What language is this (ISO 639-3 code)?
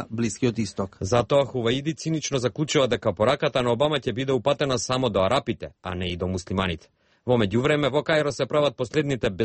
mkd